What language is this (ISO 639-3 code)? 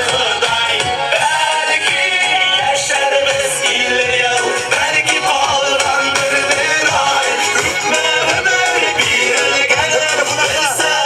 tat